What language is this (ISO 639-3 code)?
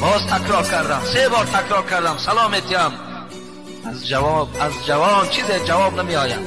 tgk